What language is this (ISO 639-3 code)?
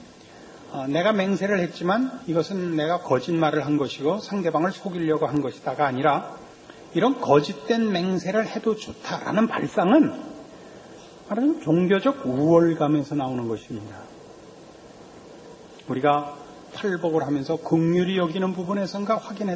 kor